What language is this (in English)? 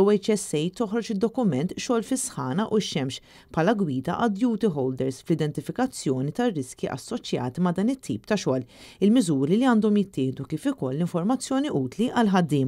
Maltese